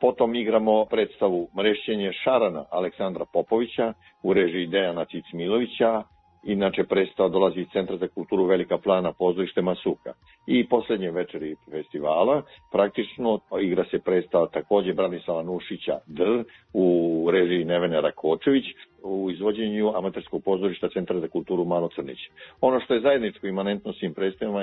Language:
Serbian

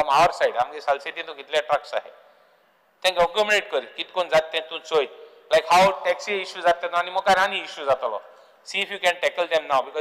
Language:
Konkani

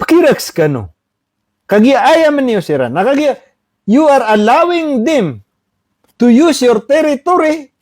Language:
Maranao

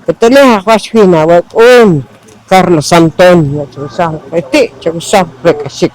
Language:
Poqomchi'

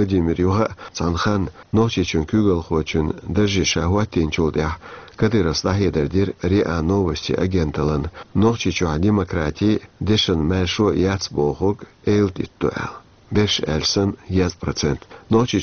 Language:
Chechen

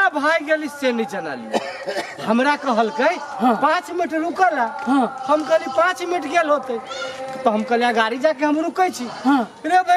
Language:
Maithili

